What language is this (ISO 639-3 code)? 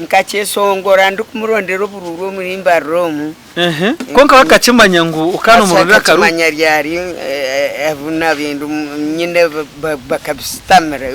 nyn